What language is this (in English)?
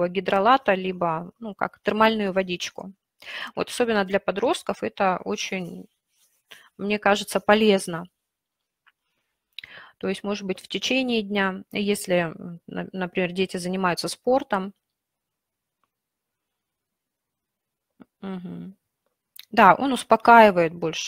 Russian